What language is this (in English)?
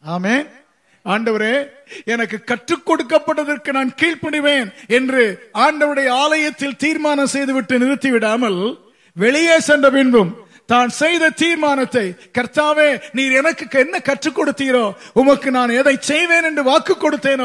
Tamil